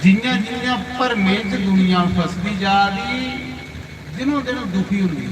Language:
Dogri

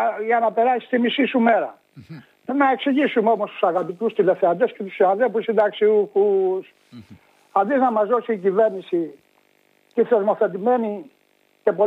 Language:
Greek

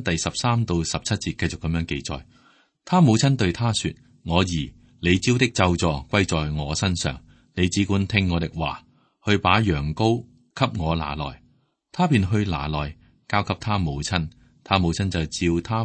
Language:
Cantonese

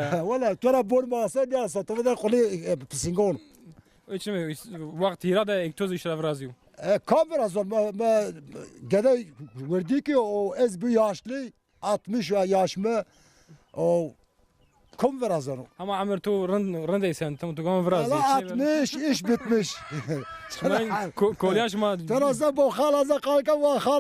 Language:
Zaza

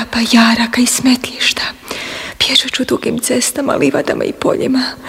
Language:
Croatian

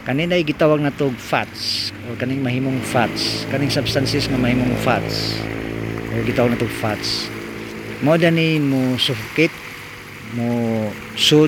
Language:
Cebuano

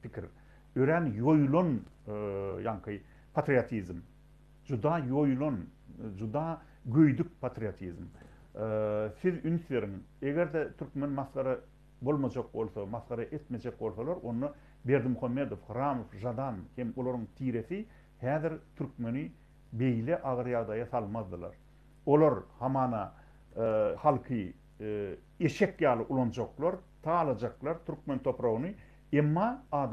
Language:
Turkmen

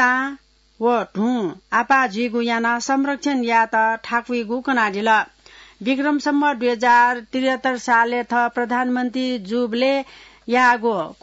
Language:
Newari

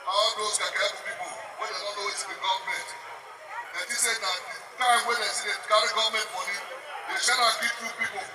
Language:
Nigerian Pidgin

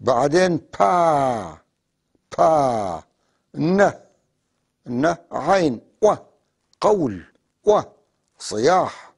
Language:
North Levantine Arabic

